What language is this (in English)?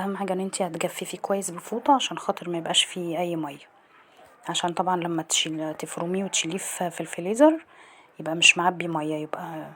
Egyptian Arabic